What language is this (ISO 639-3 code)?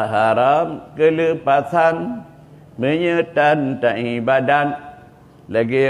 ace